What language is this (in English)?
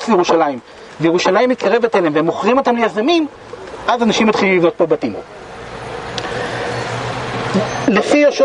Hebrew